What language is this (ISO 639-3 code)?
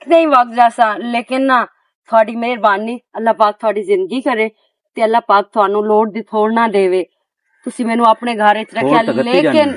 lah